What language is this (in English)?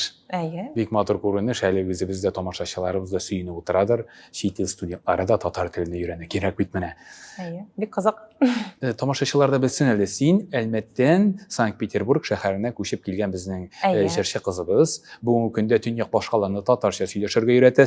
Tatar